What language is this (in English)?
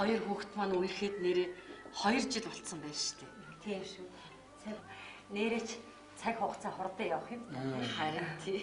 Mongolian